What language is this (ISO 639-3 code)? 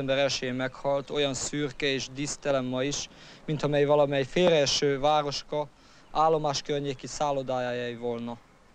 hun